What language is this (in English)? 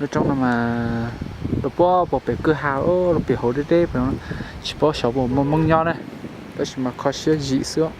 Hmong